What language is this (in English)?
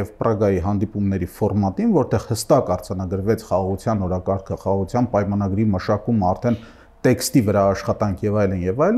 Armenian